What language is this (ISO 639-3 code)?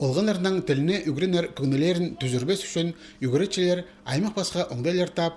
kjh